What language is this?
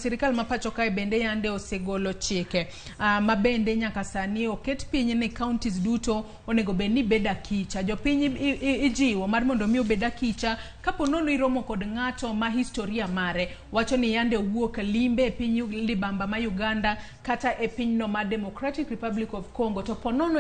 Luo (Kenya and Tanzania)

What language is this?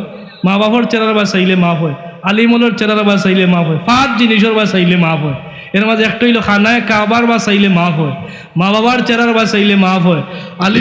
Sylheti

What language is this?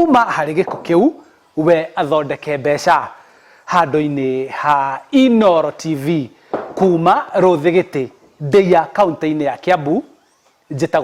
Kikuyu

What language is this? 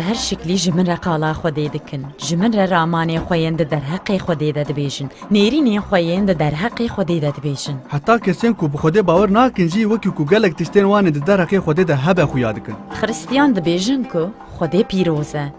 Kurdish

